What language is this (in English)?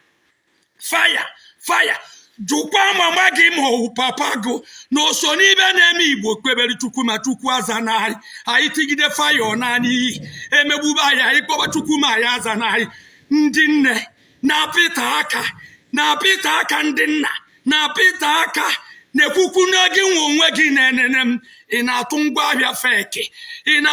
Igbo